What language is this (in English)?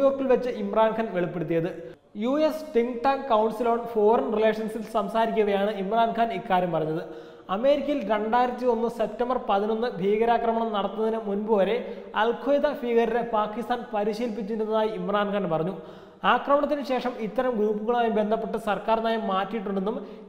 Malayalam